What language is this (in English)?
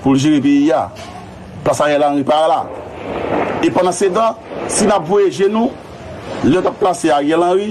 Haitian Creole